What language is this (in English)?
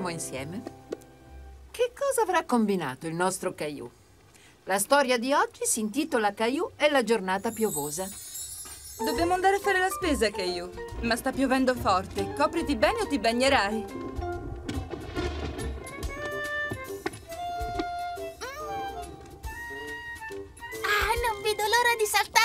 Italian